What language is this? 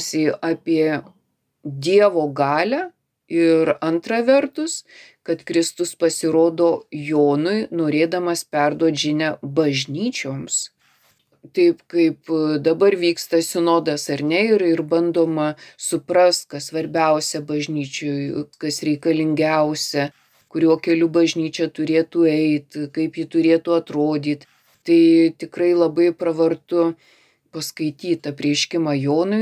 Lithuanian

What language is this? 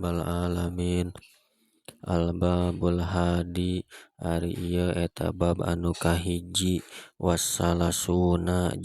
Sundanese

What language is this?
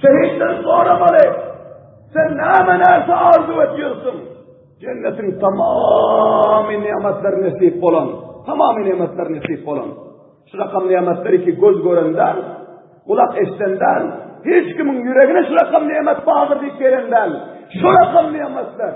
Turkmen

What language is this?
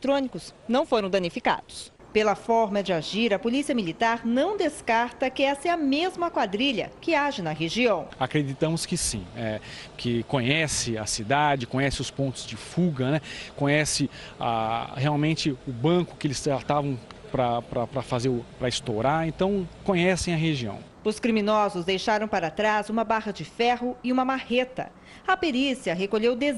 Portuguese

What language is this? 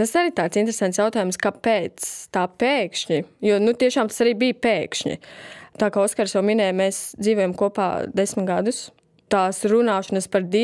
Latvian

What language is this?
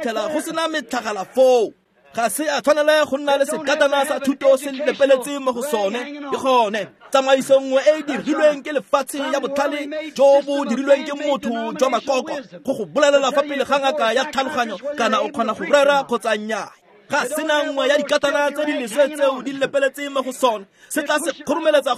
Tswana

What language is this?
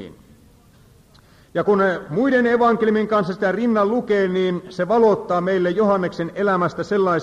Finnish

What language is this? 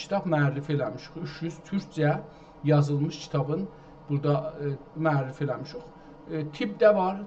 South Azerbaijani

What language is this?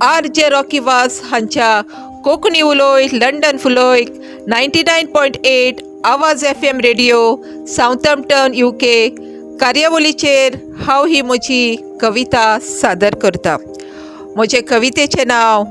Konkani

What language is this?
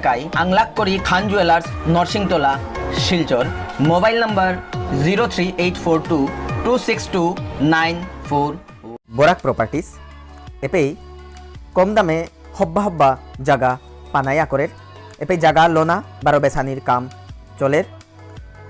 Bishnupriya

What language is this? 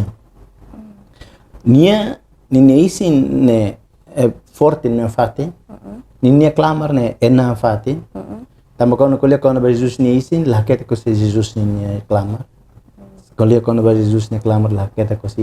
Tetum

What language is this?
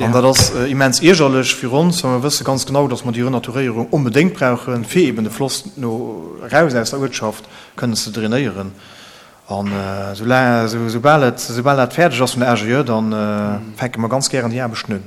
Luxembourgish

